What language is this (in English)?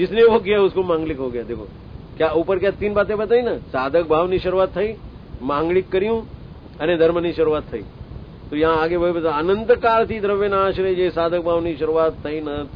Hindi